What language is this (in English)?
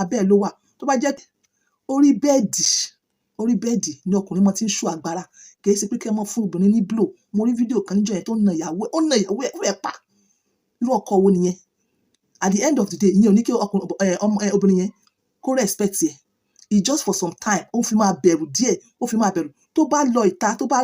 Yoruba